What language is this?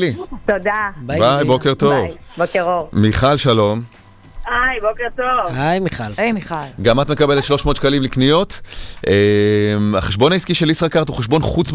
Hebrew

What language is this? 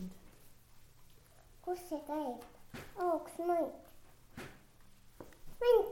Estonian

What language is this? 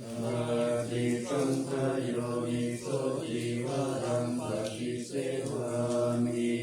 Pali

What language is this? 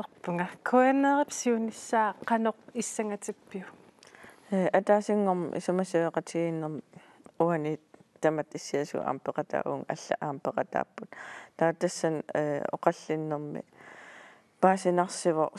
Kalaallisut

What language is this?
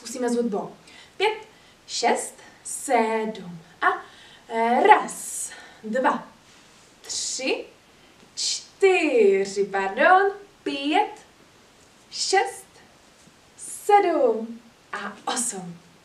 Czech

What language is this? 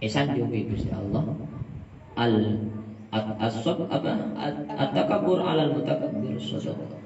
Madurese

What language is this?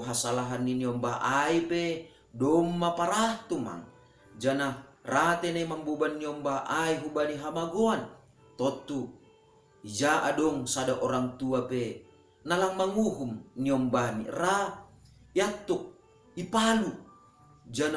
Batak Simalungun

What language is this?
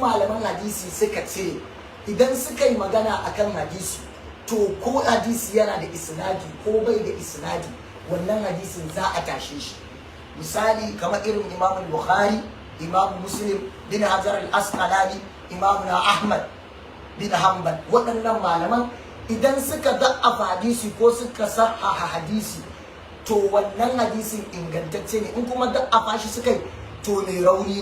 Hausa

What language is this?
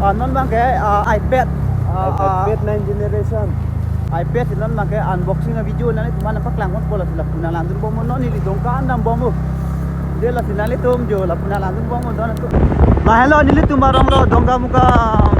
Karbi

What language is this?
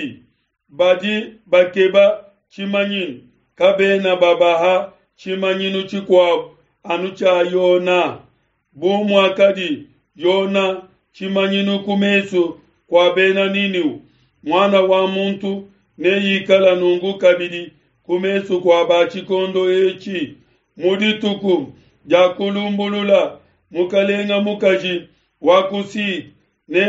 Luba-Lulua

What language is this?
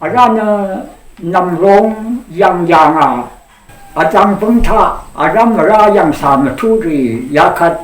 Rawang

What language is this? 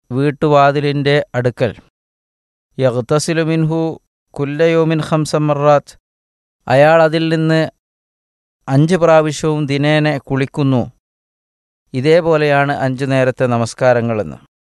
Malayalam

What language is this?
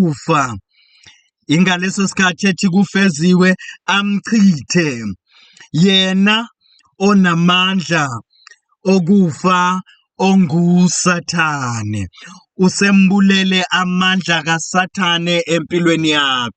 Zulu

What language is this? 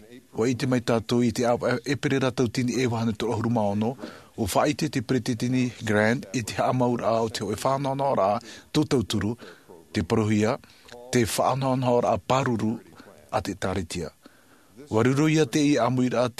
Tahitian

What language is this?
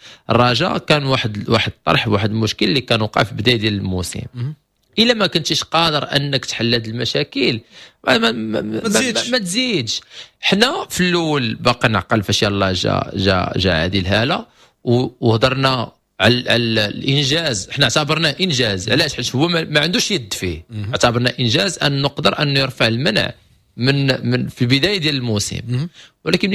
Moroccan Arabic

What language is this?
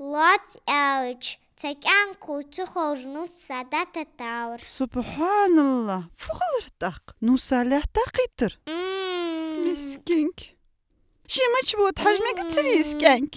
Ingush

